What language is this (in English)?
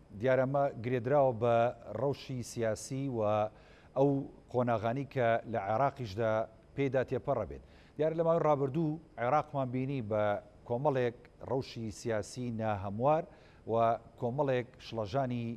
Central Kurdish